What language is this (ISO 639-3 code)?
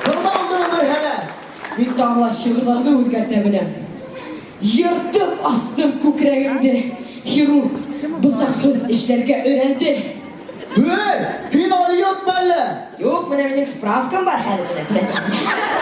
bak